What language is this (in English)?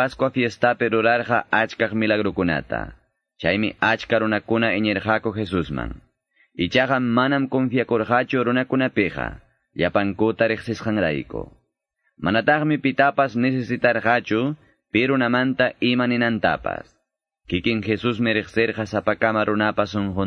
Quechua